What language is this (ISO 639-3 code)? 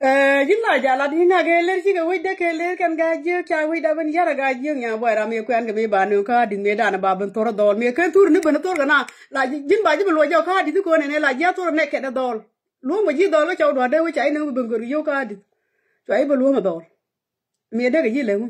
nus